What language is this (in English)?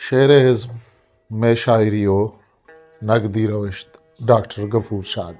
Eastern Balochi